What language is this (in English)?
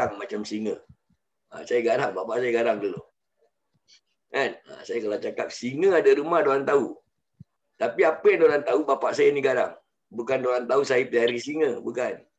Malay